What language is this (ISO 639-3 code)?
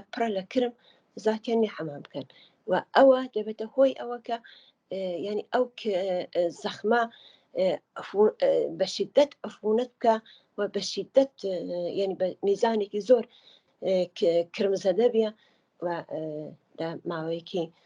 ckb